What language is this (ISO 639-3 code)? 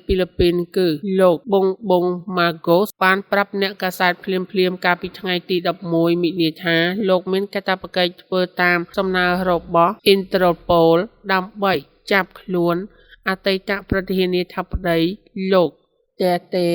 khm